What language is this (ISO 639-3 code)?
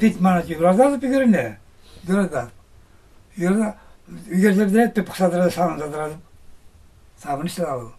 chv